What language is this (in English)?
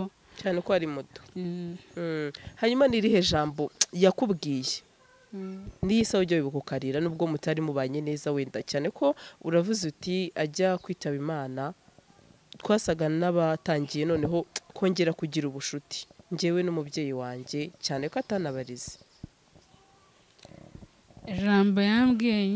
Kinyarwanda